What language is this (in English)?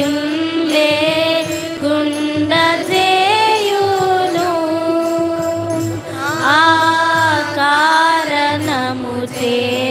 Telugu